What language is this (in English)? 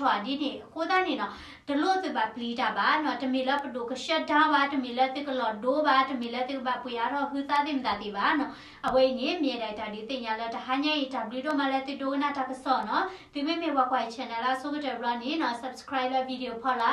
S'gaw Karen